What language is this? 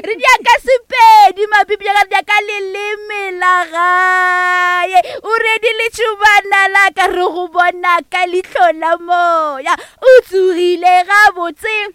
Northern Sotho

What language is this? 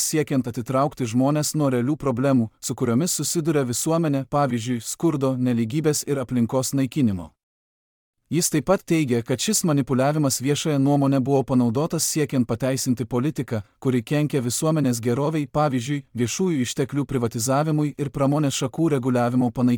Lithuanian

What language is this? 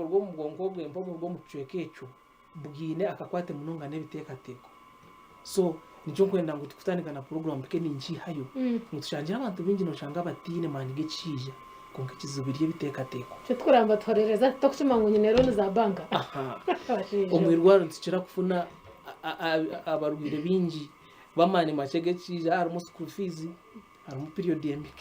Nyankole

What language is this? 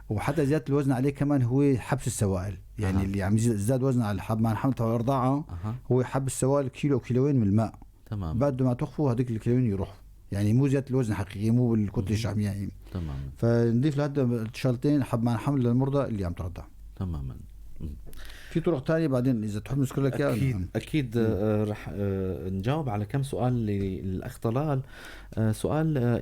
North Levantine Arabic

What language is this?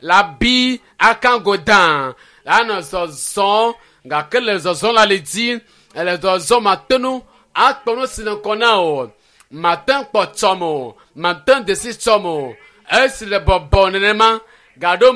Ewe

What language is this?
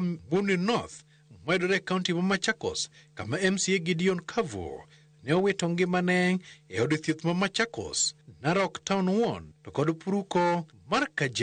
Luo (Kenya and Tanzania)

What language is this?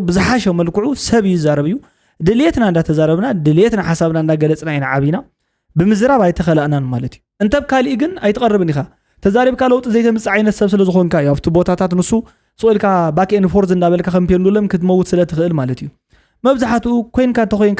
Tigrinya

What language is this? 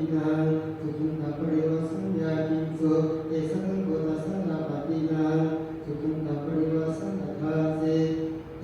Pali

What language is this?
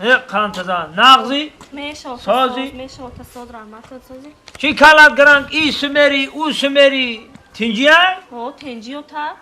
Tajik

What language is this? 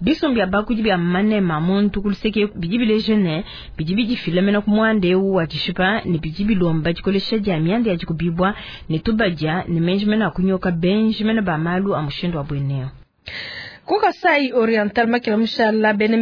Luba-Lulua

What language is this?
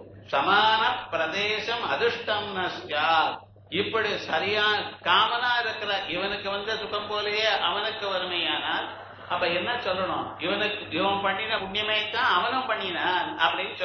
Tamil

